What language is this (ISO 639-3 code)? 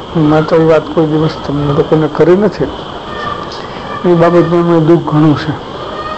guj